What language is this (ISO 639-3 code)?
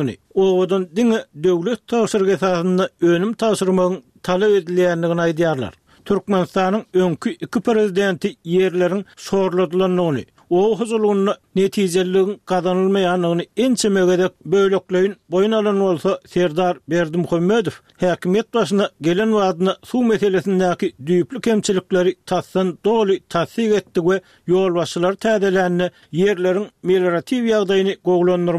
tuk